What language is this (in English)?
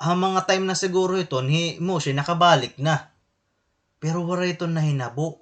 Waray